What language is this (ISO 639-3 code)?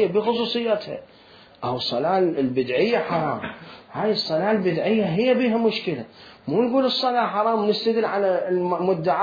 acm